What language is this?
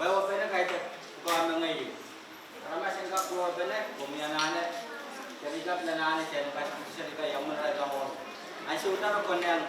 Pohnpeian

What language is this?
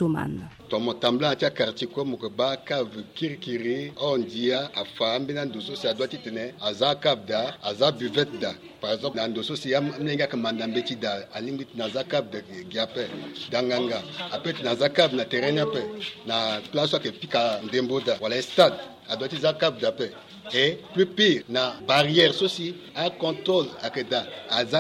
Sango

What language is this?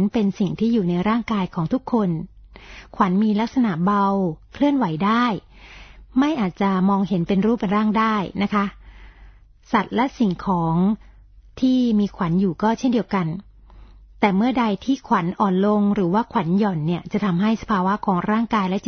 Thai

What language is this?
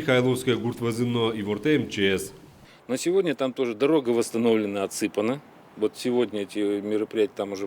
Udmurt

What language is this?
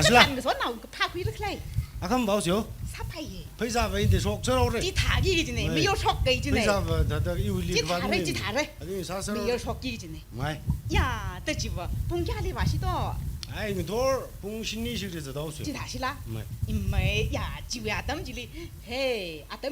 Tangkhul Naga (India)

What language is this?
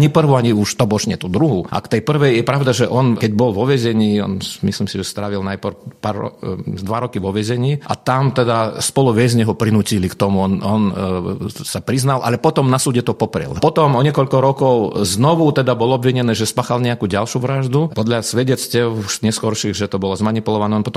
Slovak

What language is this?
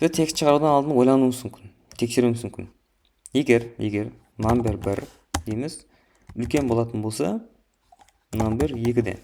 Kara-Kalpak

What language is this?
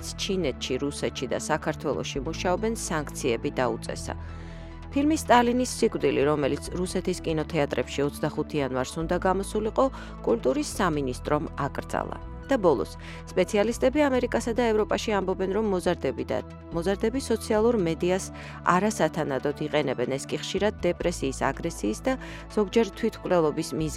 Georgian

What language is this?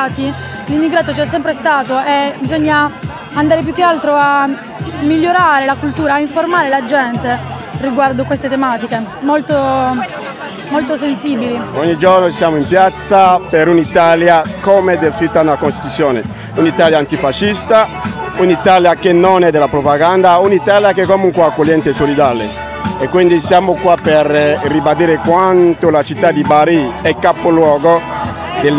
Italian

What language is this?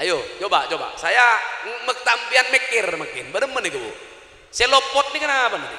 Madurese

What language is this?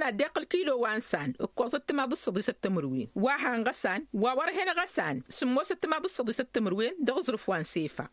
Tamasheq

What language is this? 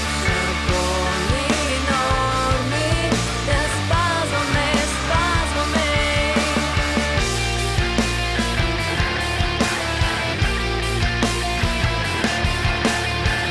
Bulgarian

